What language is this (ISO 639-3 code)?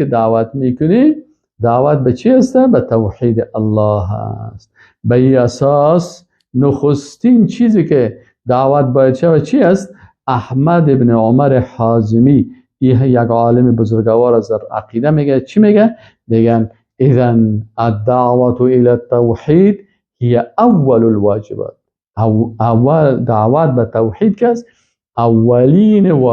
fas